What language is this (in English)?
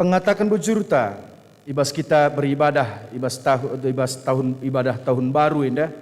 Batak Karo